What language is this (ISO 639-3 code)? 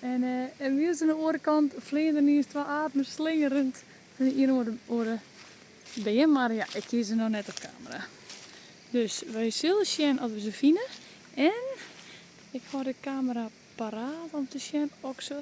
fry